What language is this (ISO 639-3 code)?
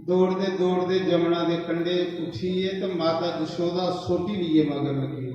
doi